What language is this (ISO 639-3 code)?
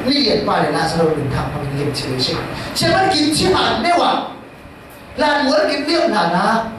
cfm